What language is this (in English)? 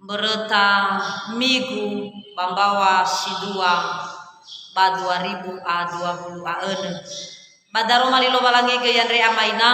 Nias